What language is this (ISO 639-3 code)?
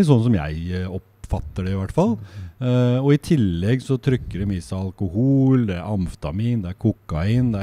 nor